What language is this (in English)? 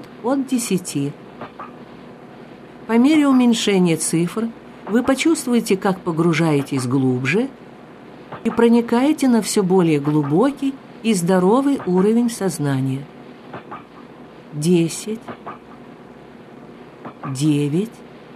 Russian